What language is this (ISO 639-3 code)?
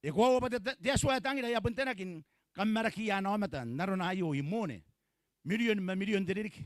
gil